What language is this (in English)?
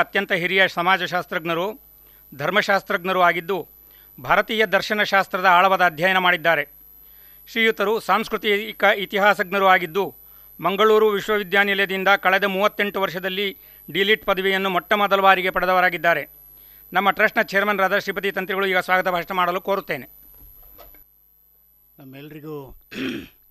Kannada